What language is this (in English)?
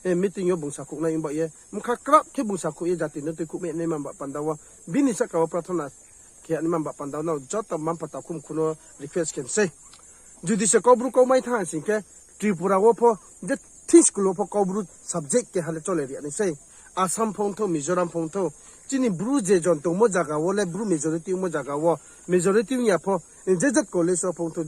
Riang (India)